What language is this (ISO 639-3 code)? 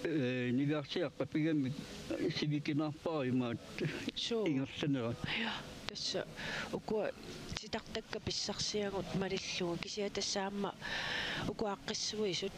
kal